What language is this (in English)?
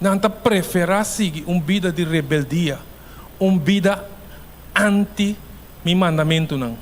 Papiamento